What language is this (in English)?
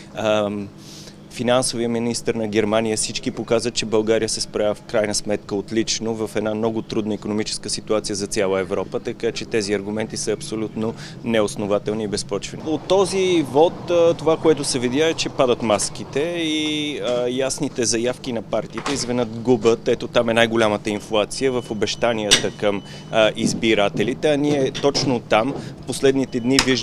Bulgarian